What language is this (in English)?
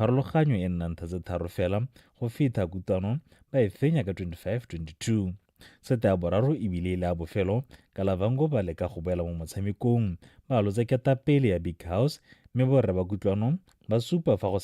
Tswana